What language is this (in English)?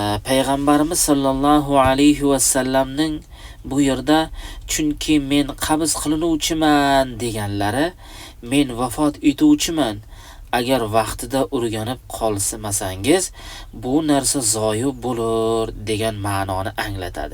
Uzbek